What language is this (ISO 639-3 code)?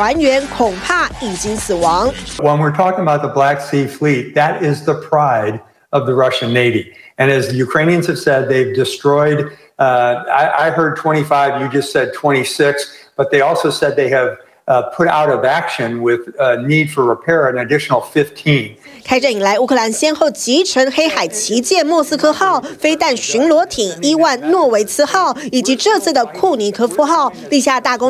zho